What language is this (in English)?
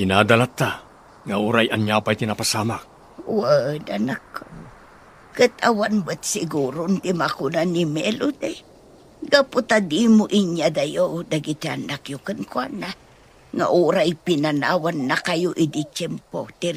Iloko